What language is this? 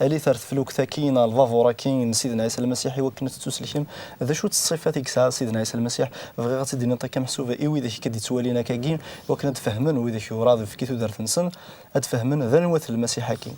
Kabyle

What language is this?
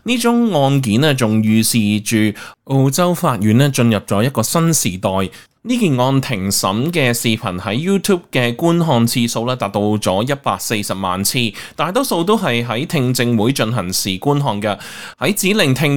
Cantonese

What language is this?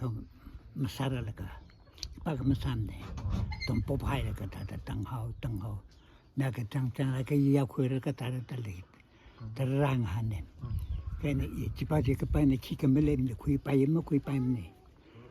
Tangkhul Naga (India)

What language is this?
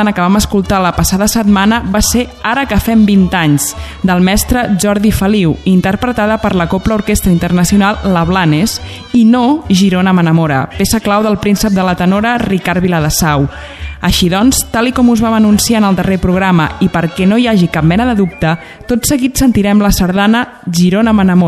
Catalan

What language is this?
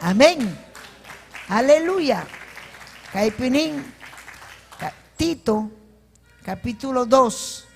Ayacucho Quechua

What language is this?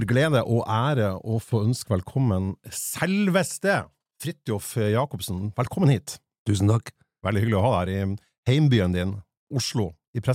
Norwegian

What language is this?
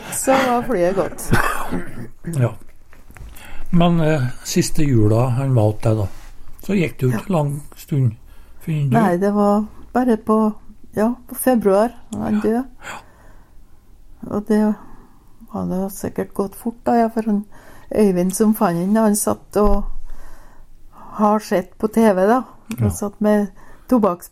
Norwegian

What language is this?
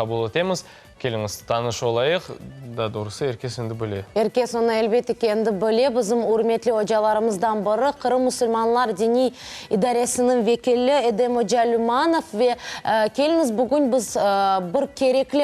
Crimean Tatar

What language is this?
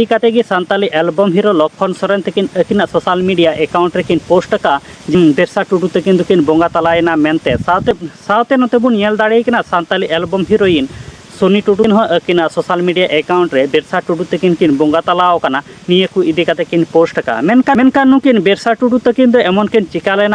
Santali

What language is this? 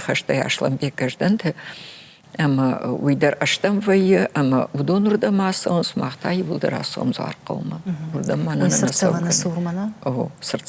Ossetic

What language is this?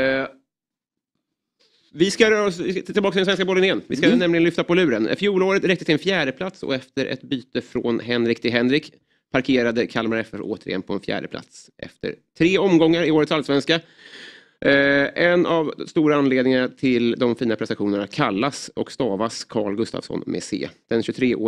Swedish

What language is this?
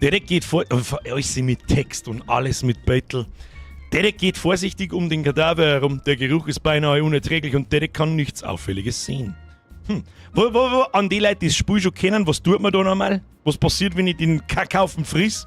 Bavarian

